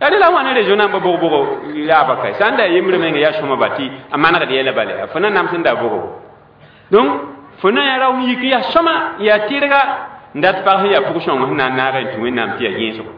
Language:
Mossi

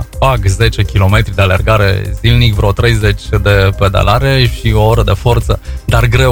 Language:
Romanian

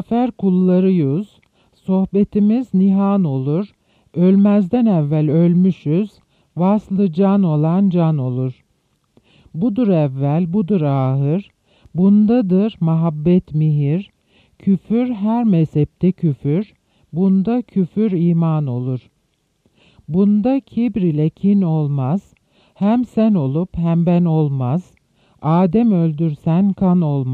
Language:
Turkish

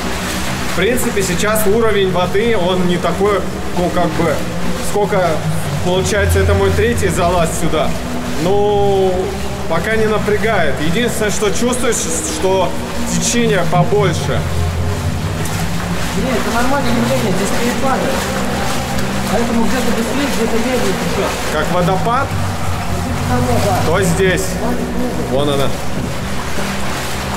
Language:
Russian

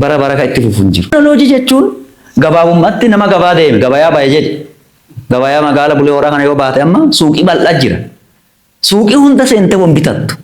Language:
Oromo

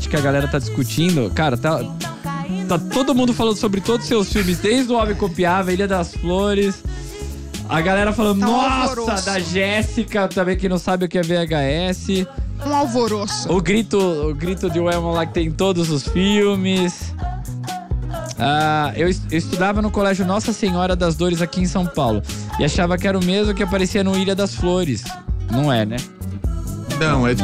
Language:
Portuguese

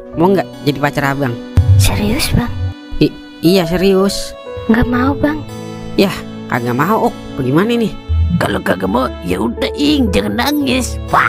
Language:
Betawi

